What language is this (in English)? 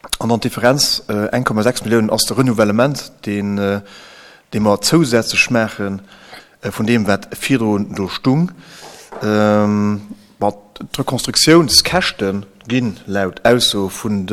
Luxembourgish